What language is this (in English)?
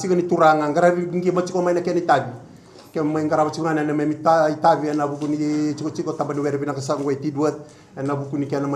Fijian